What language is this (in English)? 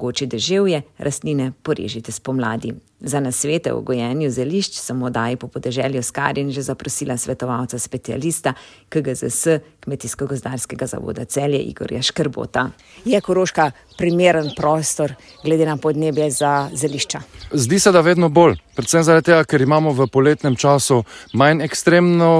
Slovenian